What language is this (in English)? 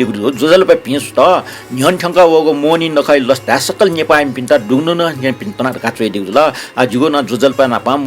Newari